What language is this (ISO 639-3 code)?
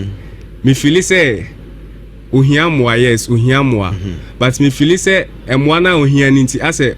aka